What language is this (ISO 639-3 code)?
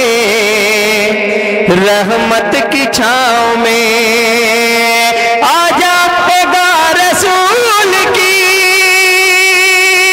urd